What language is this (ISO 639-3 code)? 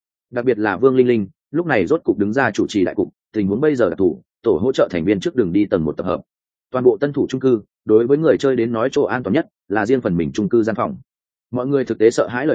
vie